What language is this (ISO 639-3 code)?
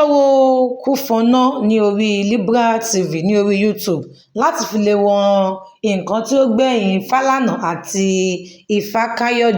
yor